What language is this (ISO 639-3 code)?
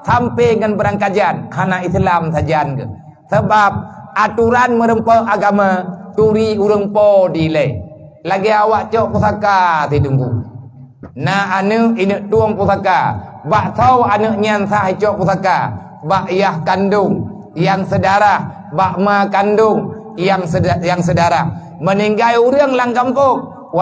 ace